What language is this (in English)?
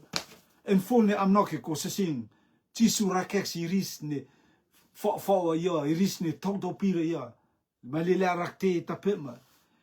Rotuman